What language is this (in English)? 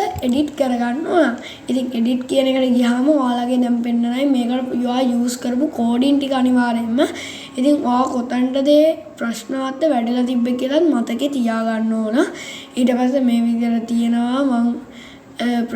Sinhala